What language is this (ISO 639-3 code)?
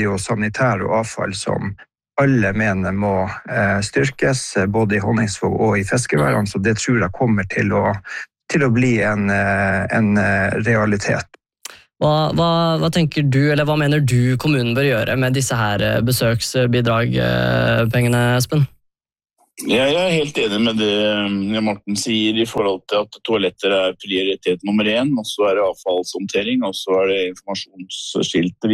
nor